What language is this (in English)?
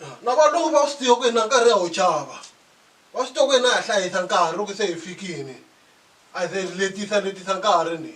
Tsonga